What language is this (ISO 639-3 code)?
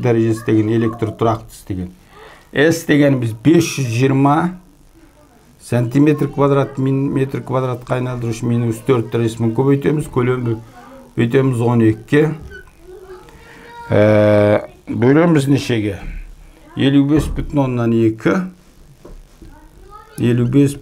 kaz